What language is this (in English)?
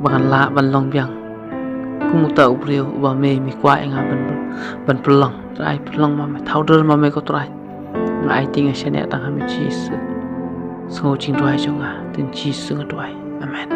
Khasi